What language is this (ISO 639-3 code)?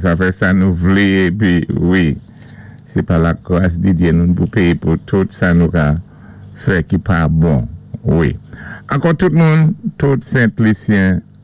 acf